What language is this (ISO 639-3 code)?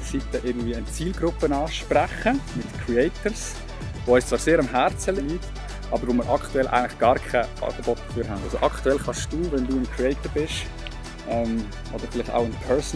gsw